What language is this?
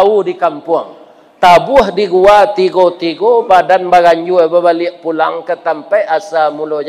Minangkabau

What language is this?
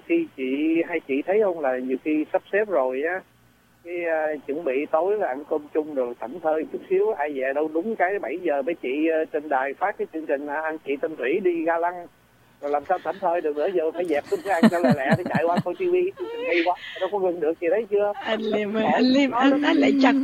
Vietnamese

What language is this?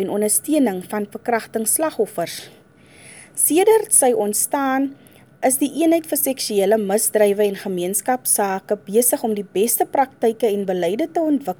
Afrikaans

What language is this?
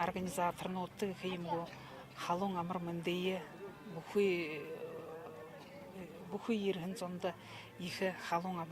Buriat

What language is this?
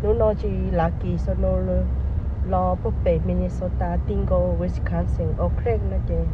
Hmong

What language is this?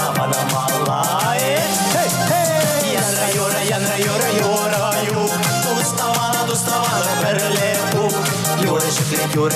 Chuvash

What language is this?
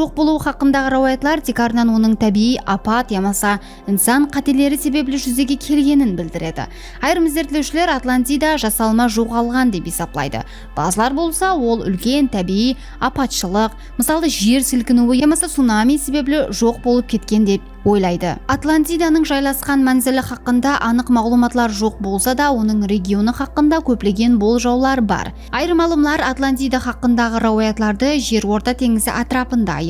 Kara-Kalpak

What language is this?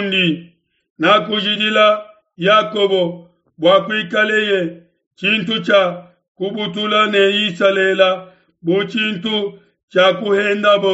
Luba-Lulua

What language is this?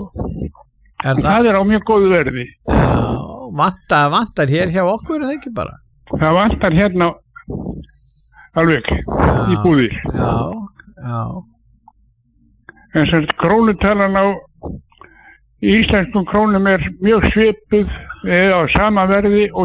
Icelandic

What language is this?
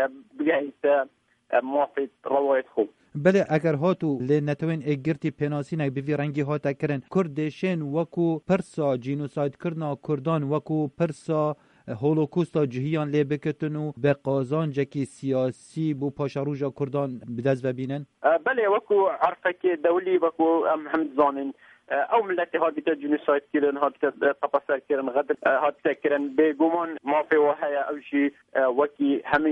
Kurdish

